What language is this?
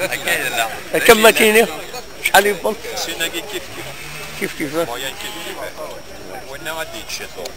Kabyle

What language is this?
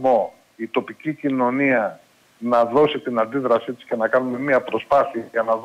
Greek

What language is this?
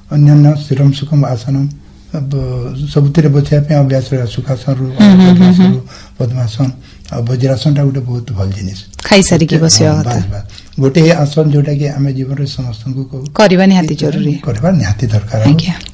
Odia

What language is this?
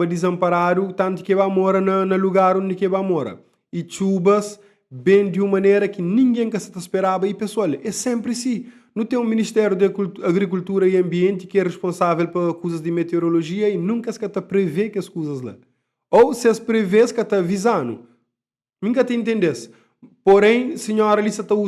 Kabuverdianu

